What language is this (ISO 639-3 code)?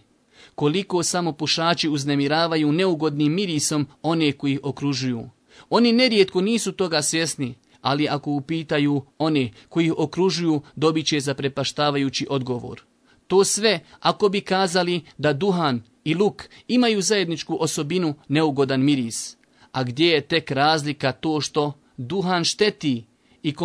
bos